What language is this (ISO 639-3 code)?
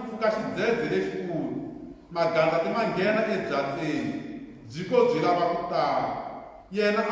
tso